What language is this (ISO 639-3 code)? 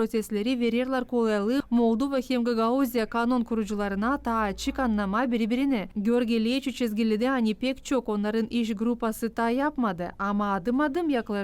gag